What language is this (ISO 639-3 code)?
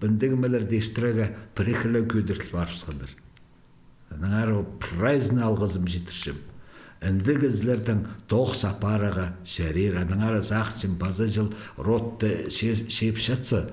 kjh